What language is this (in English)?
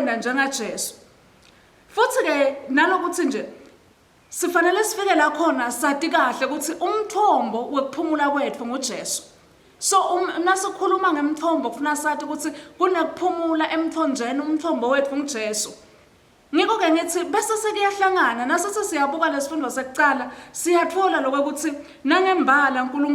Swati